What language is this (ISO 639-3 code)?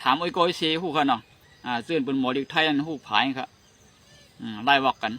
shn